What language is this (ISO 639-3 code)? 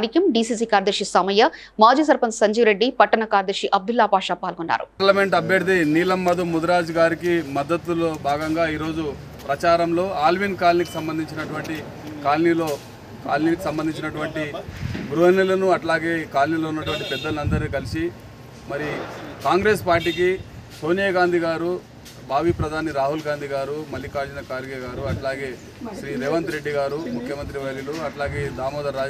tel